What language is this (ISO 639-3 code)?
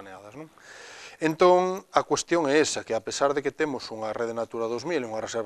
glg